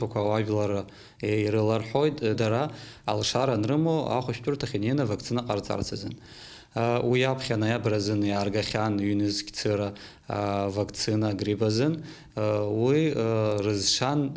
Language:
Abkhazian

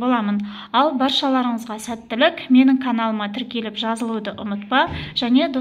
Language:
Kazakh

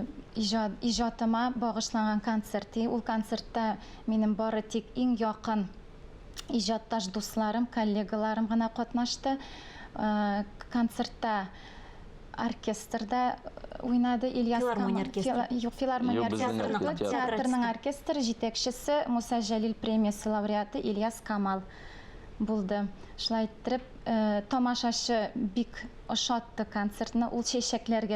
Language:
Tatar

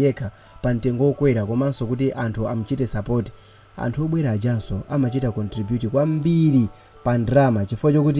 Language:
Nyanja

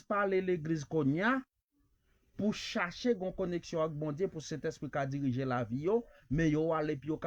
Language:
Haitian Creole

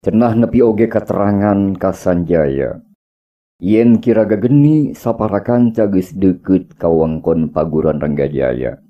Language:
Sundanese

